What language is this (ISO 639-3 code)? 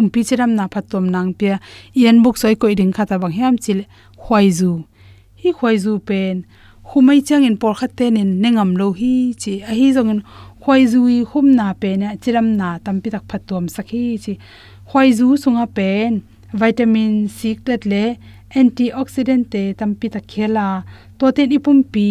ctd